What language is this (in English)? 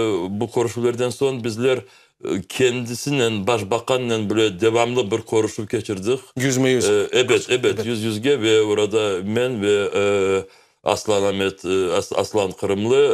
Crimean Tatar